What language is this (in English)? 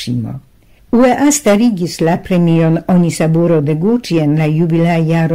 Esperanto